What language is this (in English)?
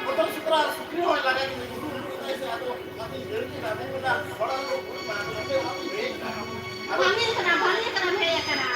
Santali